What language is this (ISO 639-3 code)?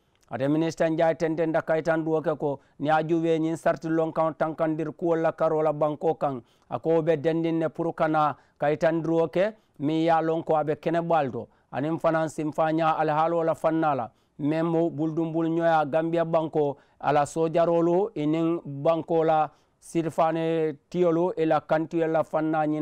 man